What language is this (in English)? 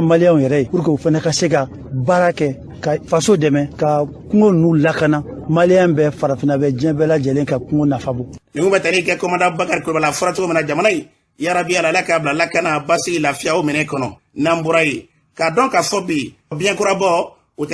Bambara